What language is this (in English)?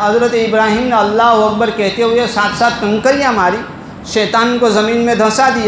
Urdu